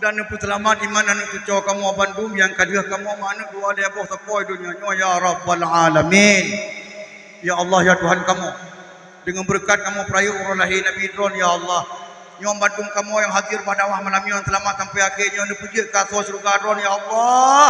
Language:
Achinese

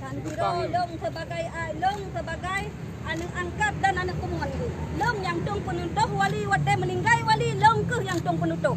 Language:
Achinese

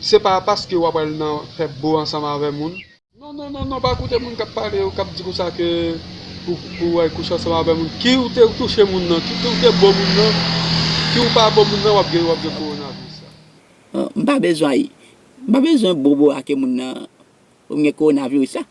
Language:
Haitian Creole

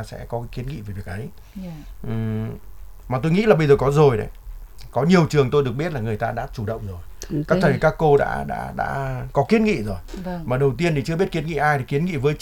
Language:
Vietnamese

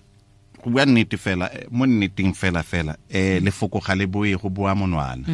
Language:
Tswana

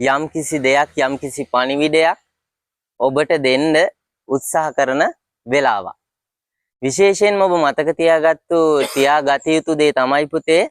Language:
Sinhala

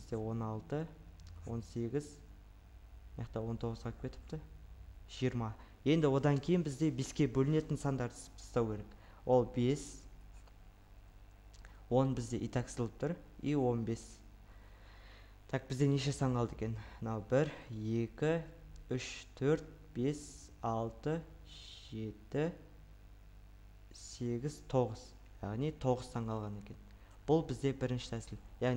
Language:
Kazakh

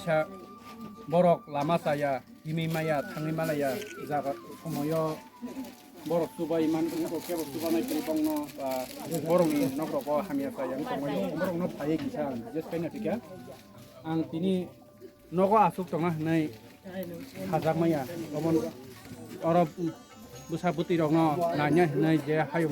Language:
Kok Borok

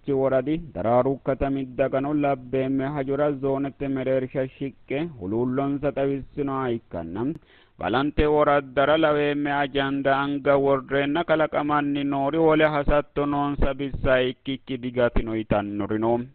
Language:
Sidamo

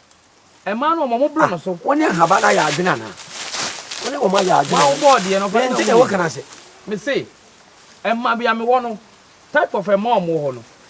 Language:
Akan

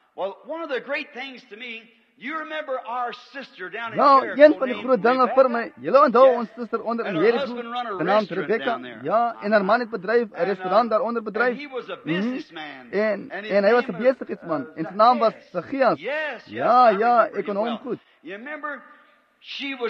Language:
Afrikaans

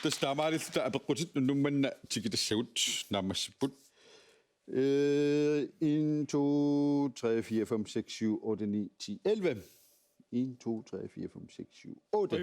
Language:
Kalaallisut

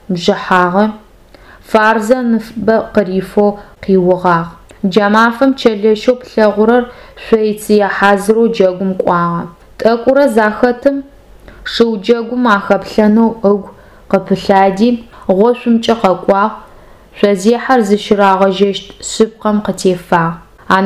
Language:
Adyghe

